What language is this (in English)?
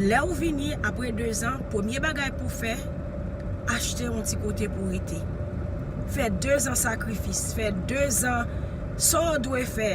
Haitian Creole